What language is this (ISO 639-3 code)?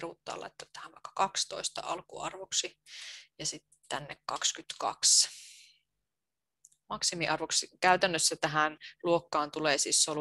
fin